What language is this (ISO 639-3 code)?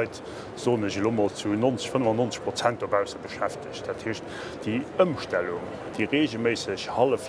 ltz